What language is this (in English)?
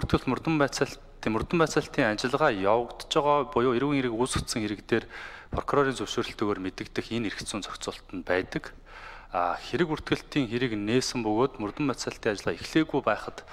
Mongolian